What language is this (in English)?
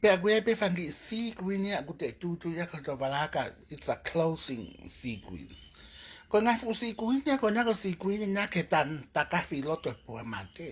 Tongan